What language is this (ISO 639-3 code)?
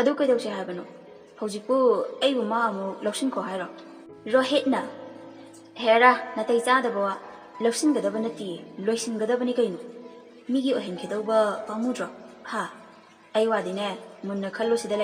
mni